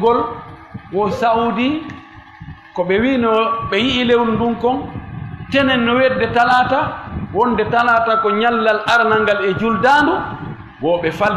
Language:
Fula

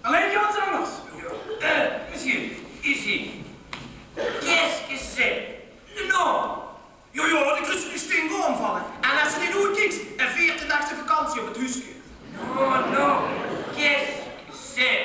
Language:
Limburgish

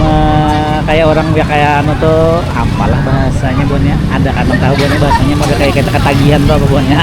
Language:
Banjar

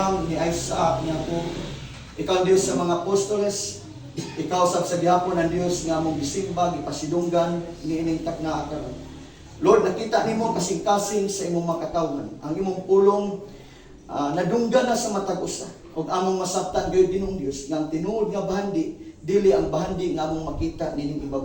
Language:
Cebuano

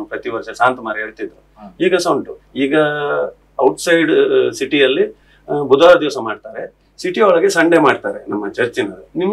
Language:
Kannada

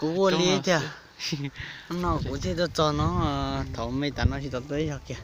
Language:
Hmong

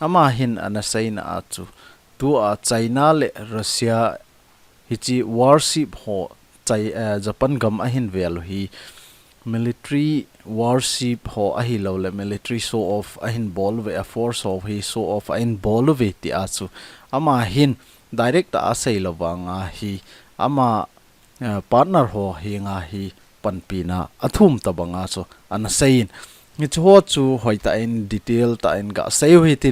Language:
Thado Chin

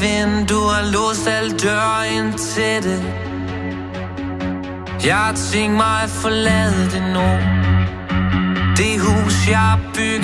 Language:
Danish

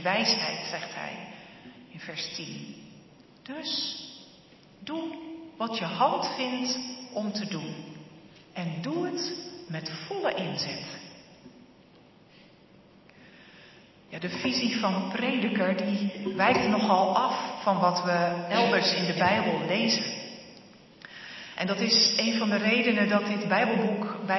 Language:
Dutch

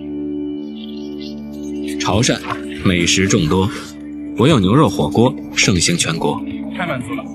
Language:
Chinese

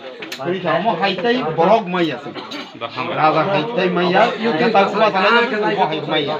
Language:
Kok Borok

